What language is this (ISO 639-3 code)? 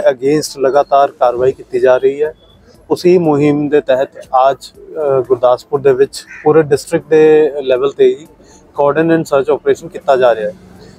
pan